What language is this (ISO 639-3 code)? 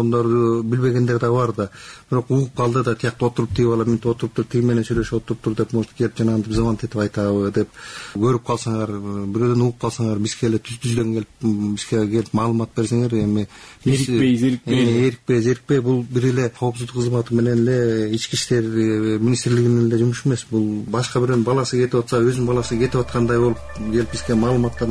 kir